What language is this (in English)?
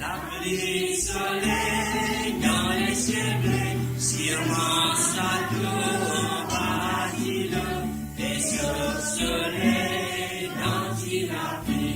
Morisyen